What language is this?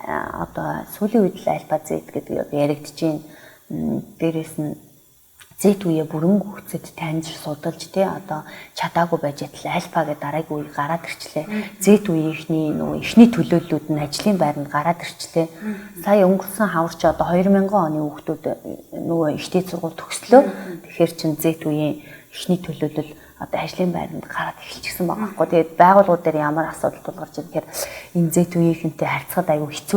Mongolian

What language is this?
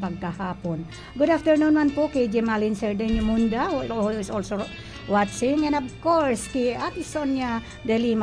Bikol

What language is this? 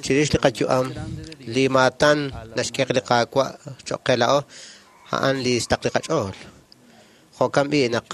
Kekchí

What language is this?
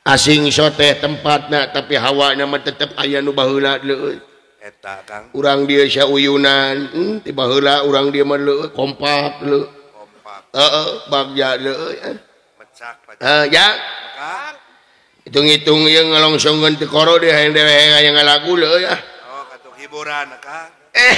Sundanese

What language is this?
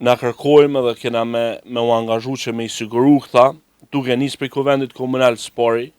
Albanian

